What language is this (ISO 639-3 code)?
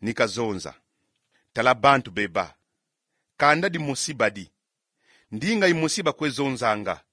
kon